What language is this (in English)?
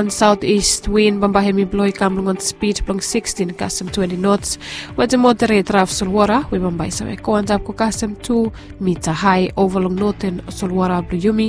Bislama